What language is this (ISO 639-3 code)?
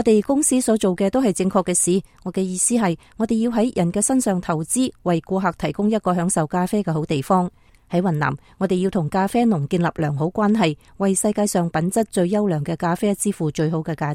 yue